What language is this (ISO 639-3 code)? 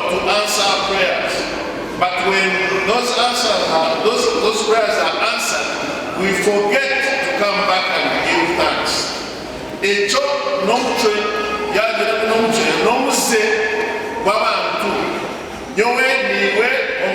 nyn